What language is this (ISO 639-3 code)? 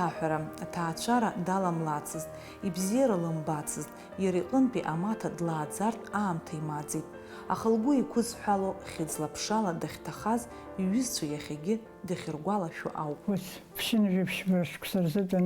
abk